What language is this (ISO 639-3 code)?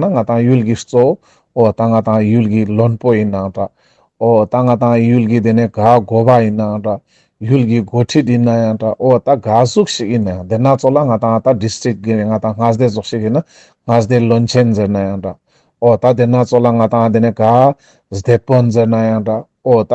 lbj